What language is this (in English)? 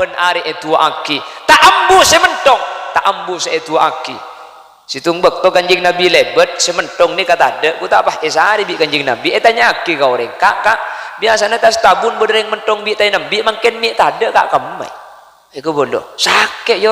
Madurese